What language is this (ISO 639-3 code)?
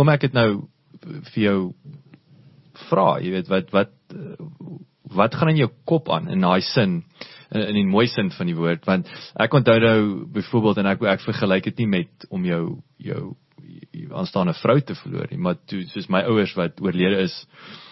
afr